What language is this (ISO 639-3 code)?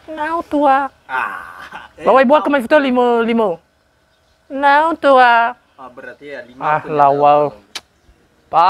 nia